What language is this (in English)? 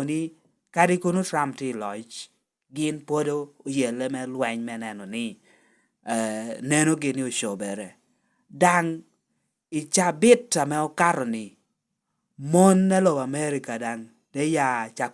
Lango (Uganda)